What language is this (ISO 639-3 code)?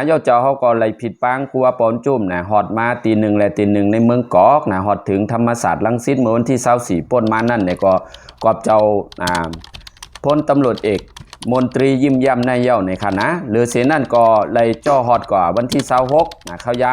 shn